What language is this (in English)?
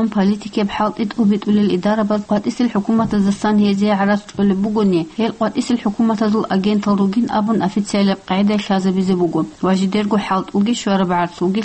Avaric